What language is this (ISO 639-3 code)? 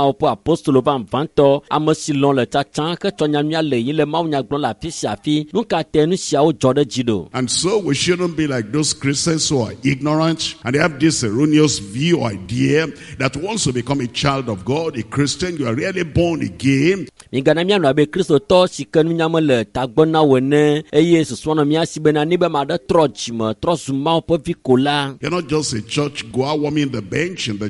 ewe